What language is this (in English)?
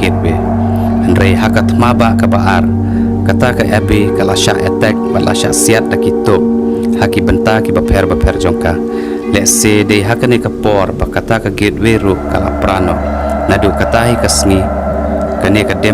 Khasi